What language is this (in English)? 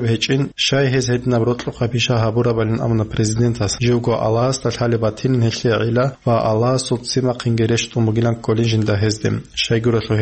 Avaric